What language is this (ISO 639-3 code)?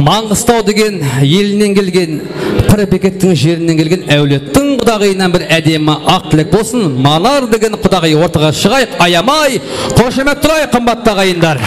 kaa